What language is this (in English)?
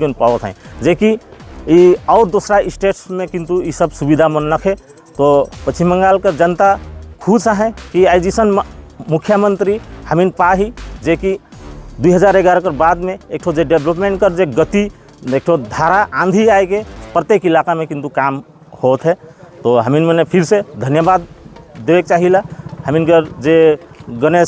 Sadri